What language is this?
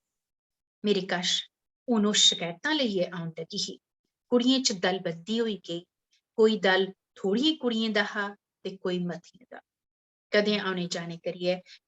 Dogri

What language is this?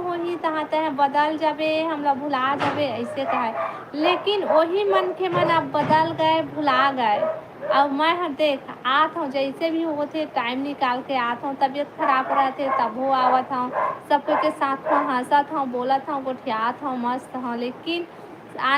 Chhattisgarhi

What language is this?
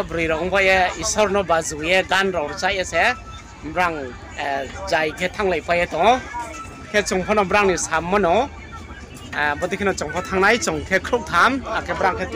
Riang (India)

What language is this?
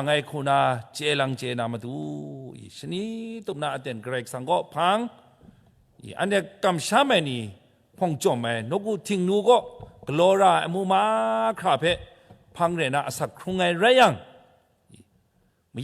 Kachin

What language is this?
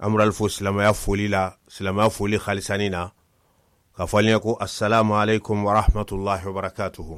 Mandingo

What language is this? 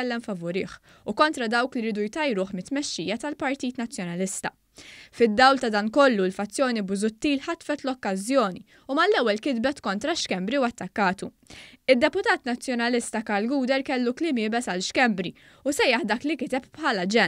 Maltese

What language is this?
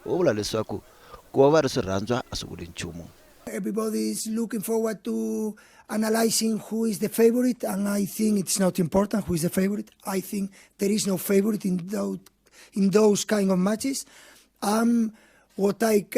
Tsonga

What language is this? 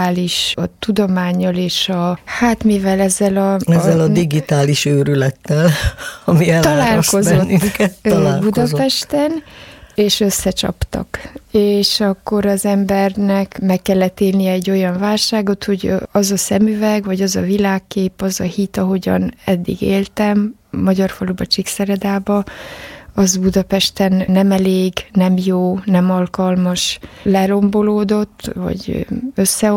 Hungarian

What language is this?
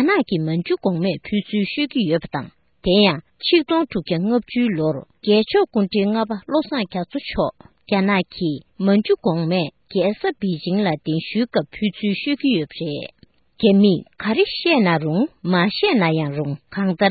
Tibetan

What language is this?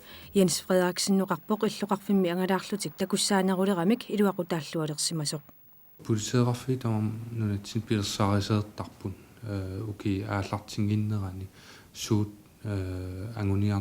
Kalaallisut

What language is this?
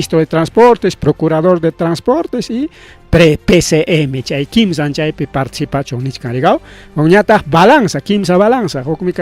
Ayacucho Quechua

